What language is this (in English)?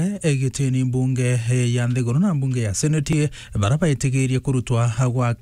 Meru